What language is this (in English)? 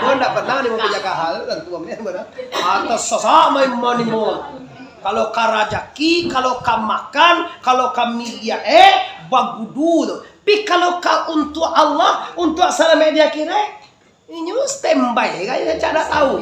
Minangkabau